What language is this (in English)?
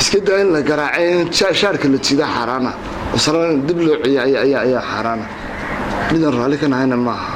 Somali